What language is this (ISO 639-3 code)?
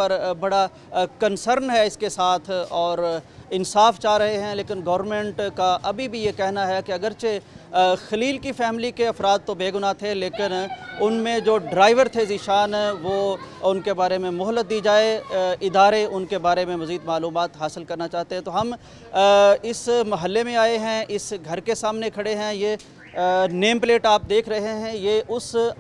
urd